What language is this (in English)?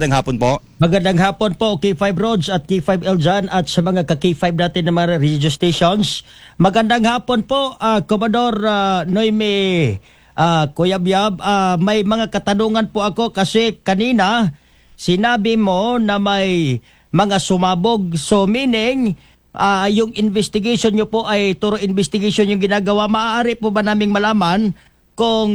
Filipino